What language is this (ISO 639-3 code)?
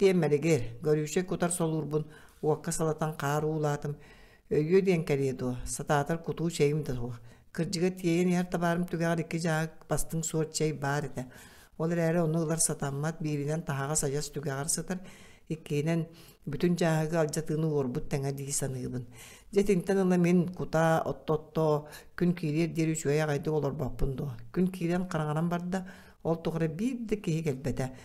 sah